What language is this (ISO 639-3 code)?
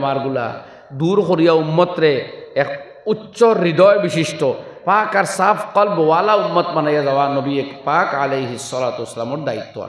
syl